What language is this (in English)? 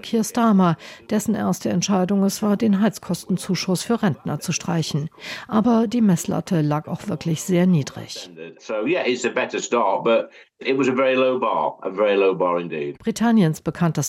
German